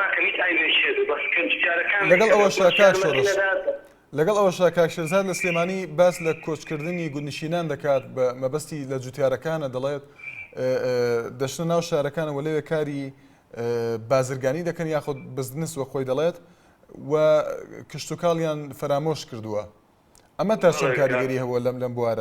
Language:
Central Kurdish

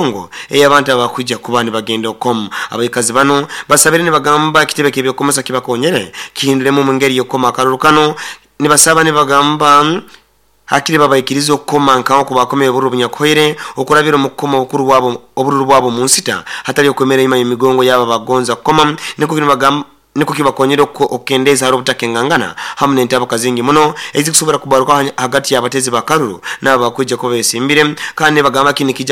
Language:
Nyoro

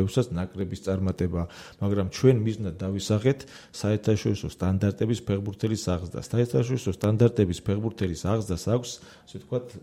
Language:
Georgian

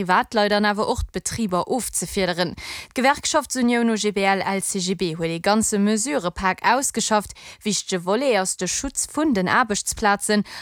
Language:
Luxembourgish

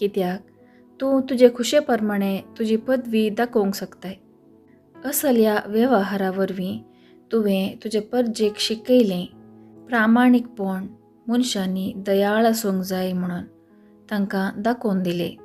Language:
Konkani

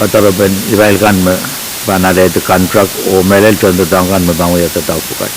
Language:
Pohnpeian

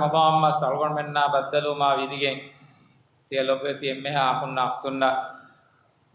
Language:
Divehi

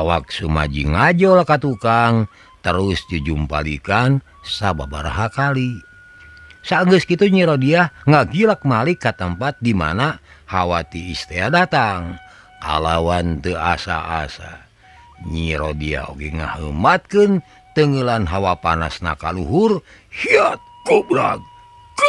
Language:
Sundanese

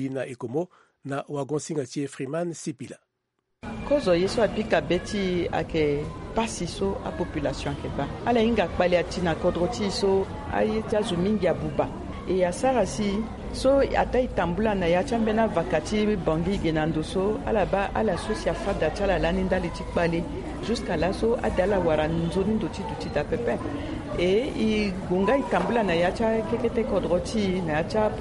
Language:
Sango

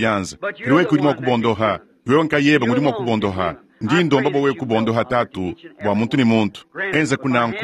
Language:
Luba-Lulua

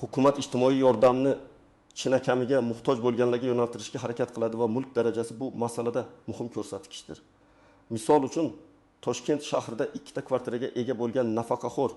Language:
Uzbek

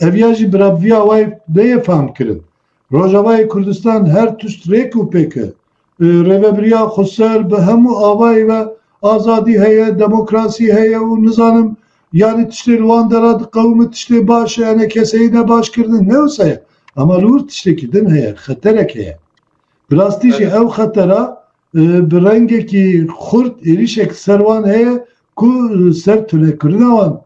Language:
Kurdish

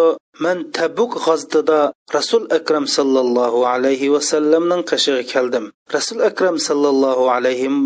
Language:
Uyghur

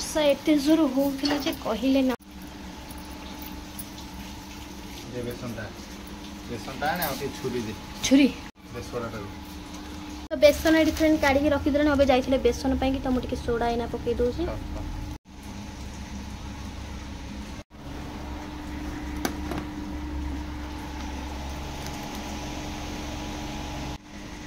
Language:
Odia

